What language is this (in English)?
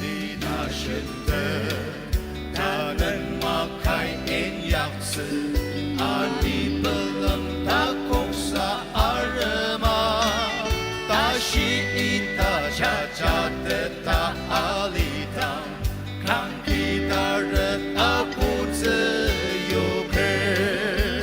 Ao Naga